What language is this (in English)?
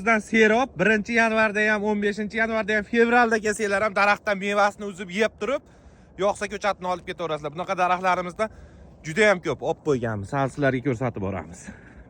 Uzbek